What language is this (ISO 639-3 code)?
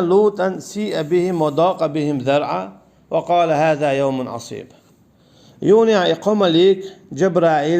che